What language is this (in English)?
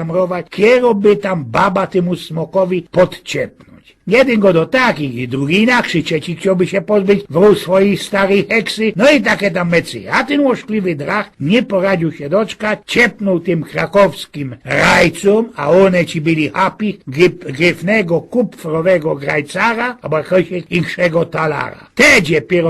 Silesian